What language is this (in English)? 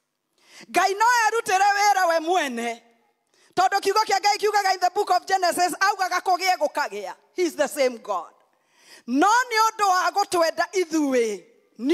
Kikuyu